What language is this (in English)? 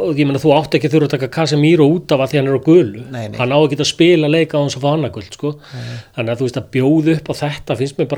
Icelandic